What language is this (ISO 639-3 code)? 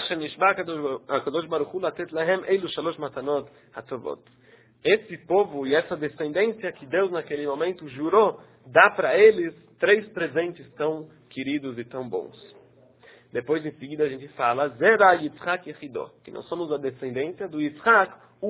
por